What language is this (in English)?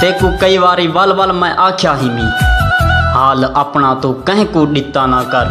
Saraiki